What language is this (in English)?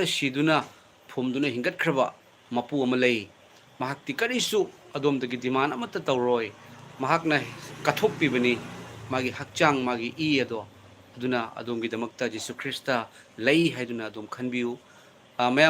Manipuri